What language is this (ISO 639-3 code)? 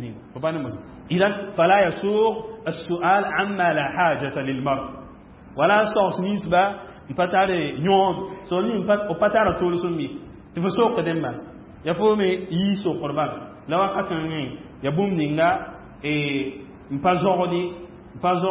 mos